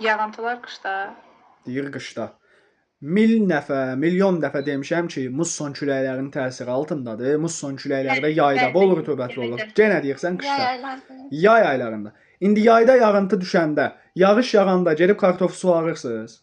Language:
Azerbaijani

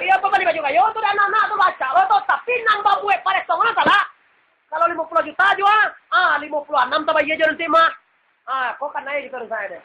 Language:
Minangkabau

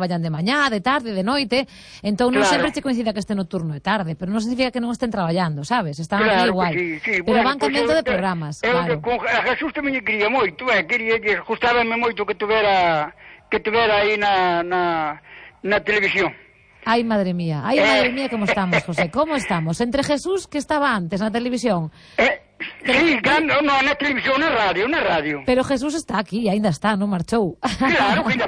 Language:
Galician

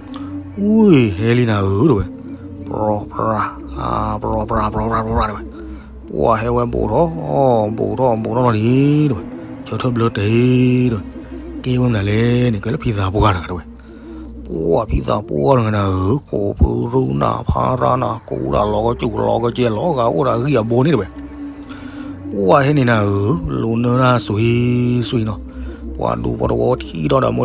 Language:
S'gaw Karen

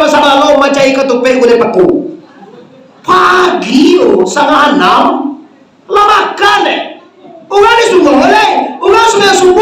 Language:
Minangkabau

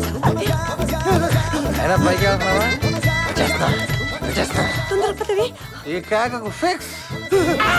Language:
Telugu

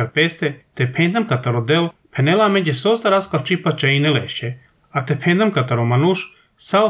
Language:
Serbian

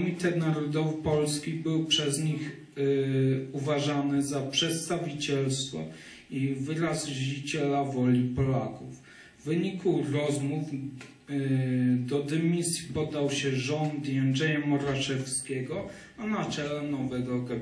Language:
Polish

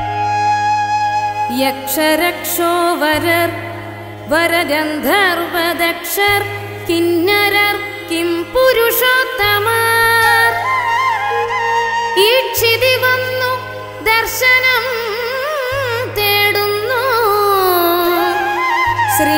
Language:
Malayalam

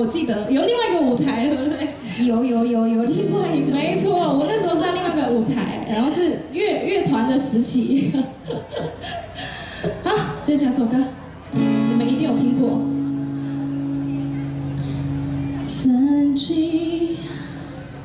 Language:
Chinese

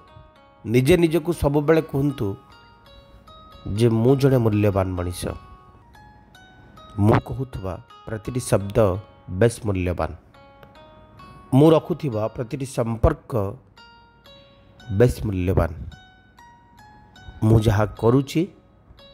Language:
Odia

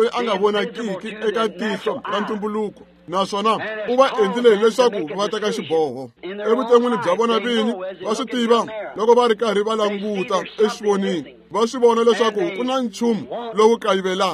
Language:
Tsonga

